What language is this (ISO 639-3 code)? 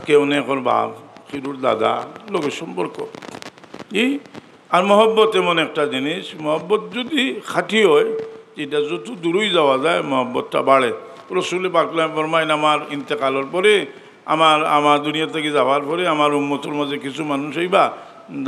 syl